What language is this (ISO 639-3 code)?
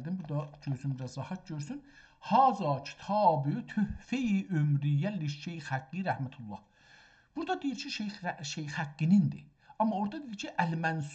azb